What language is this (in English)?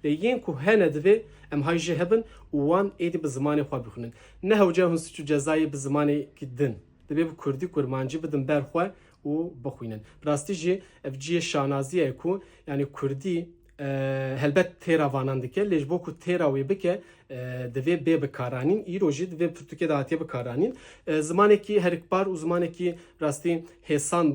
Kurdish